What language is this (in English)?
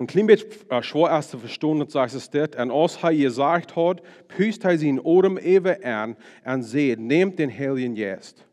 Plautdietsch